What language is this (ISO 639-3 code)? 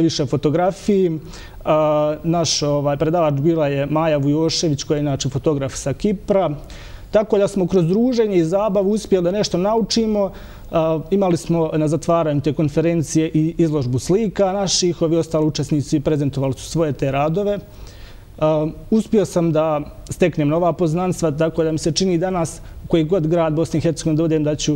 bos